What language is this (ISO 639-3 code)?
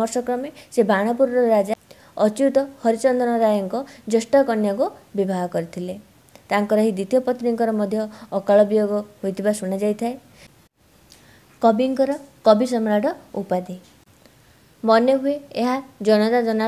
ori